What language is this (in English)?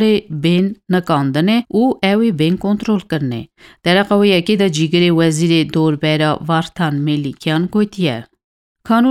Kurdish